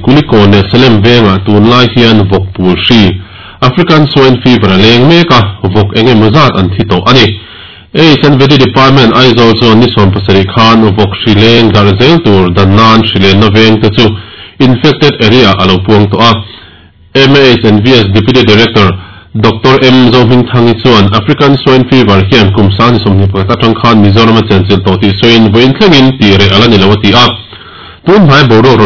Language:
Mizo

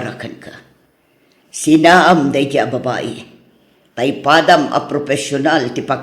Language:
Iloko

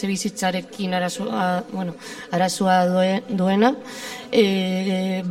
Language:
Basque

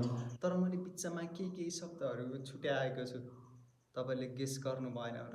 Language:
Nepali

